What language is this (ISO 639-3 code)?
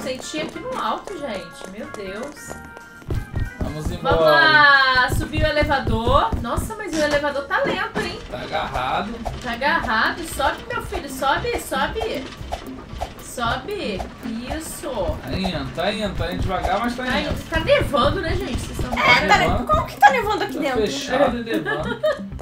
por